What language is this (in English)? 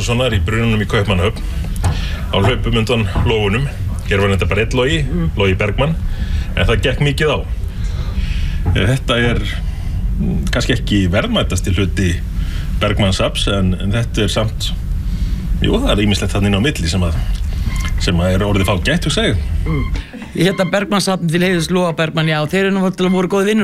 Icelandic